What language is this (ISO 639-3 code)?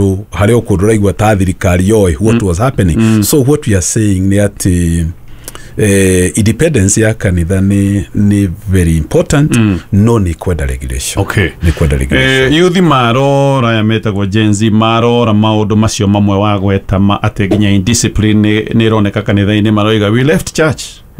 kik